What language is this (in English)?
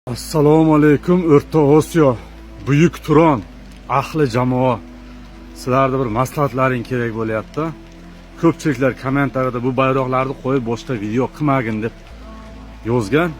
Uzbek